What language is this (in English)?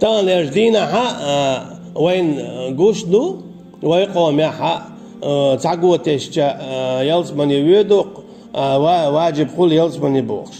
Chechen